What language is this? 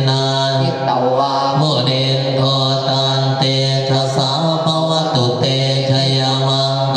Pali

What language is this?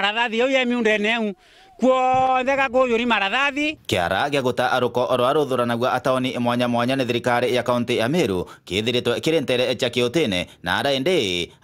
Meru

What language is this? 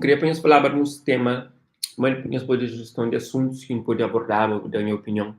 Kabuverdianu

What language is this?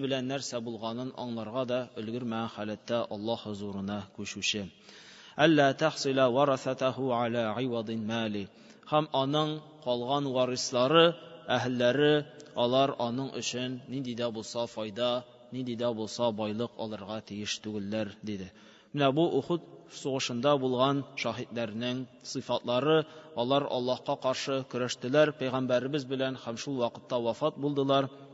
Tatar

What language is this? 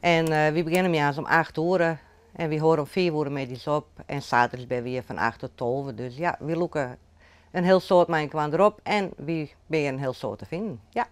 Western Frisian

